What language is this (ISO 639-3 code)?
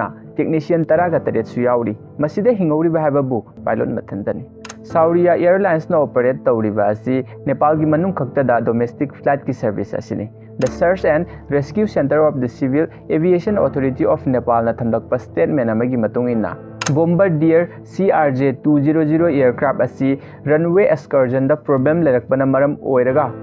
mni